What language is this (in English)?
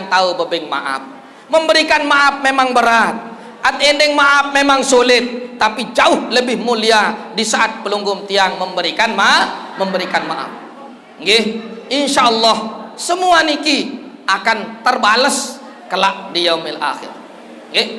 Sasak